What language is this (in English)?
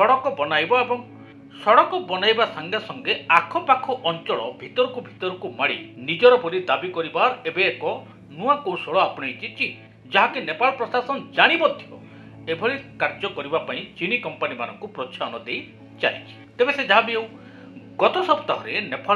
Odia